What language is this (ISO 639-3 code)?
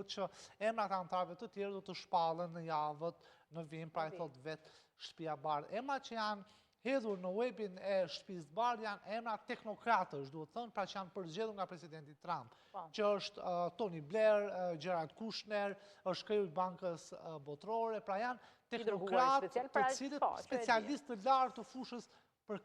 sqi